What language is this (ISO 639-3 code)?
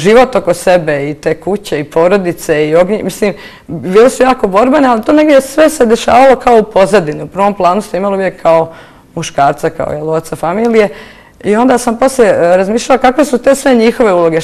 bos